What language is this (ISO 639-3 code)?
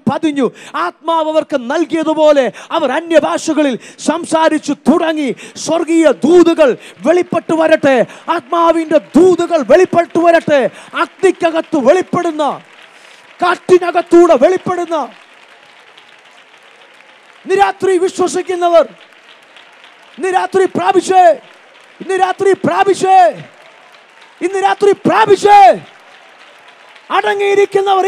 mal